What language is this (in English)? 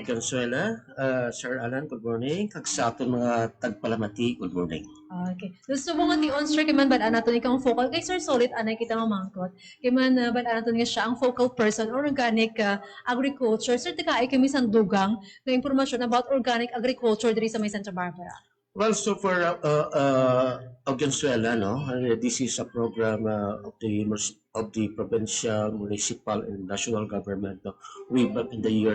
Hiligaynon